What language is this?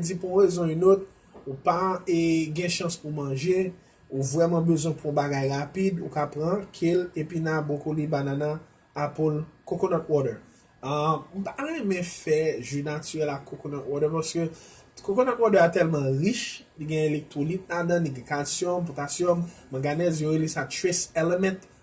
Haitian Creole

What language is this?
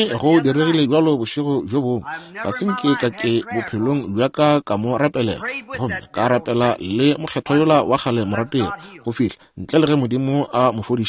Northern Sotho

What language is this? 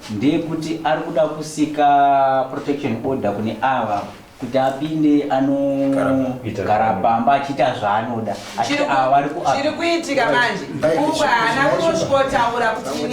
Shona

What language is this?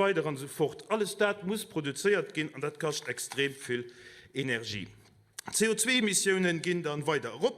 Luxembourgish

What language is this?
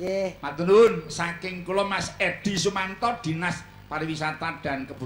Javanese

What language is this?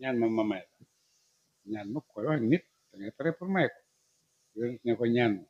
Wolof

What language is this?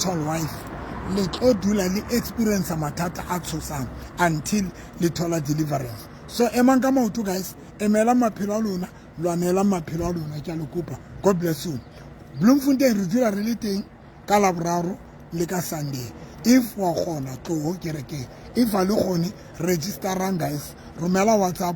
Southern Sotho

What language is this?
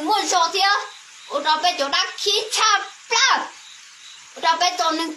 Hmong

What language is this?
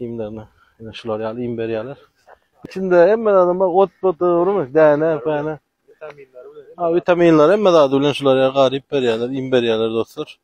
Turkmen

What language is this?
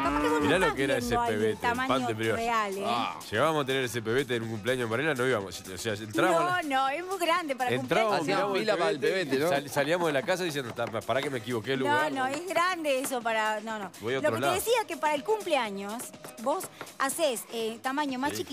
Spanish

